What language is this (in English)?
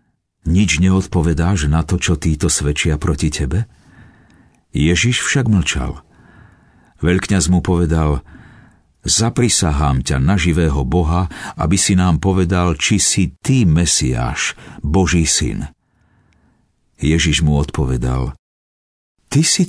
Slovak